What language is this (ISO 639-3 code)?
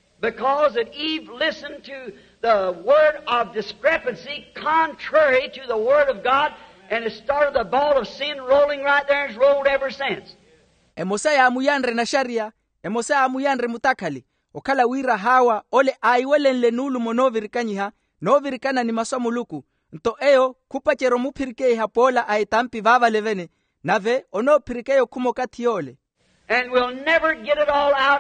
vmw